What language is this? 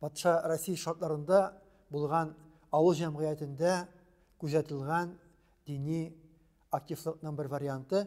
Tatar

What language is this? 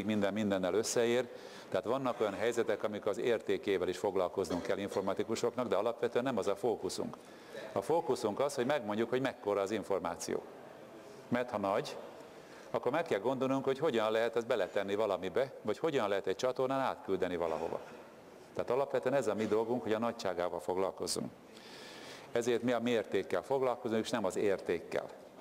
Hungarian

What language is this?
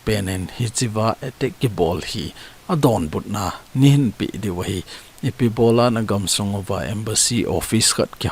Thado Chin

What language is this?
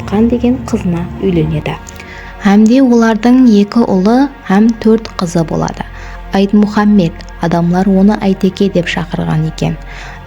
Kara-Kalpak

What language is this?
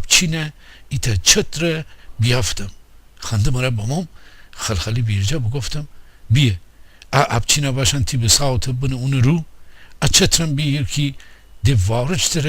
Gilaki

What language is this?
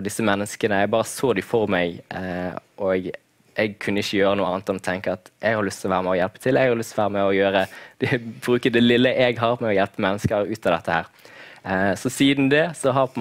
Norwegian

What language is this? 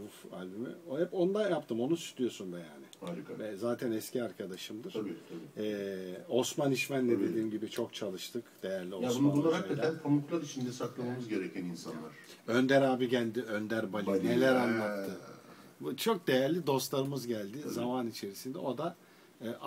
Turkish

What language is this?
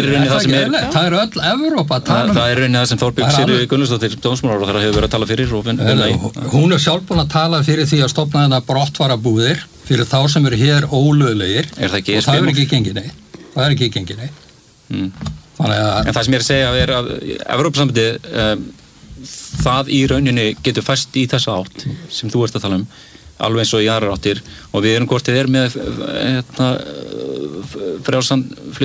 Icelandic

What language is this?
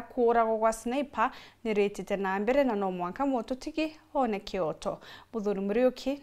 Meru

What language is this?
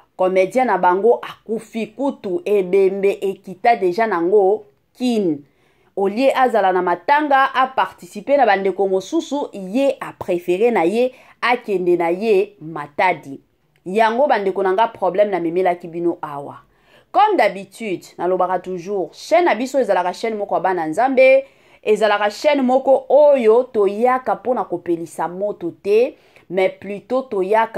Lingala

